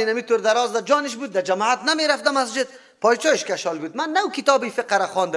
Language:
Persian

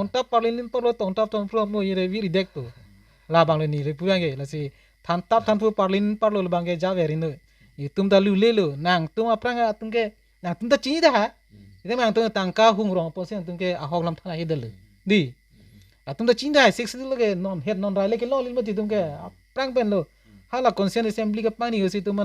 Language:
Karbi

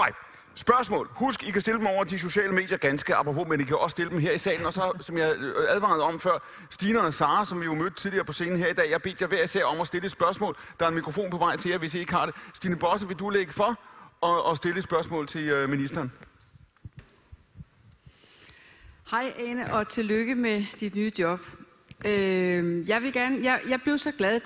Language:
Danish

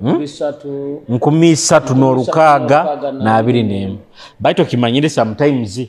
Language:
Nyoro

